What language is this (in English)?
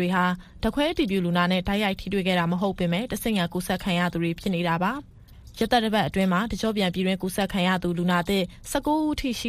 Burmese